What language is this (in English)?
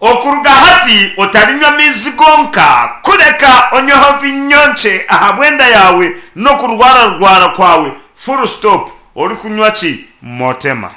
Nyankole